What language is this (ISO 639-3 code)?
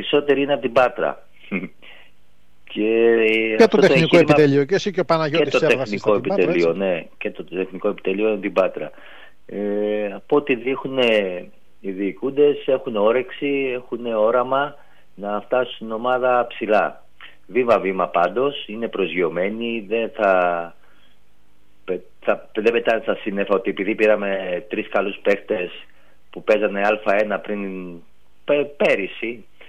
ell